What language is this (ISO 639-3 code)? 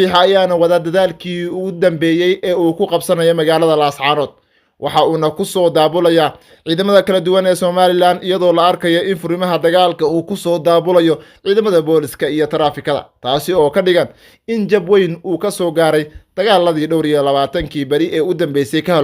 som